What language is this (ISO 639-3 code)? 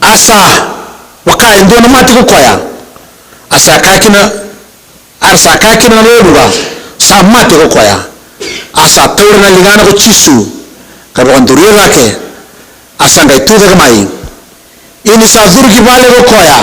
fij